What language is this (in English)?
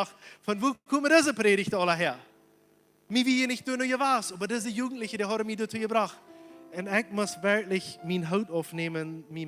Plautdietsch